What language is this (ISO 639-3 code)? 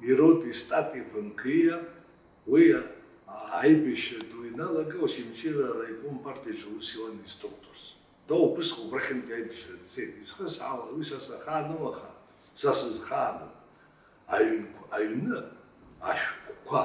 abk